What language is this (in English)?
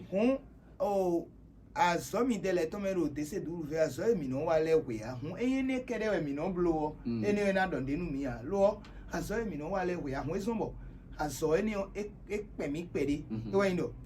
Fon